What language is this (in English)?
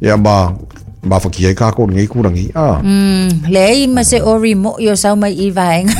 Samoan